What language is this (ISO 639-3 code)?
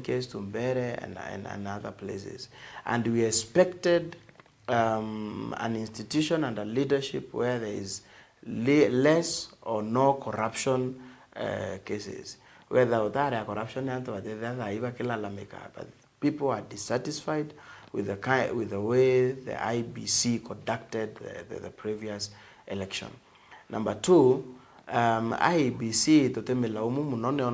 mer